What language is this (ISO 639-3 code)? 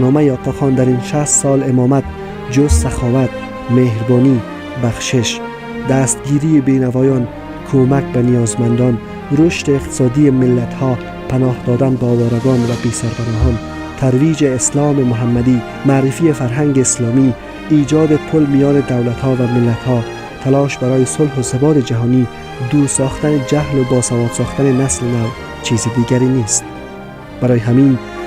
tgk